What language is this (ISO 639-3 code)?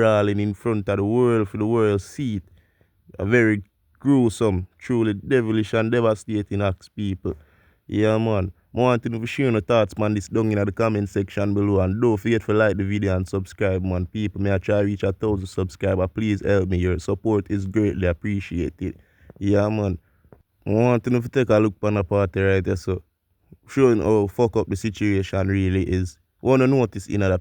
jam